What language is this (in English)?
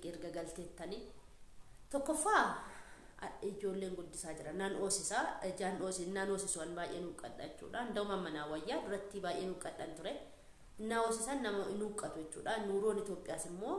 Oromo